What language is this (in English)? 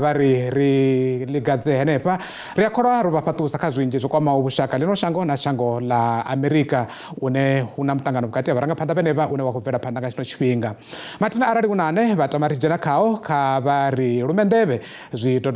Venda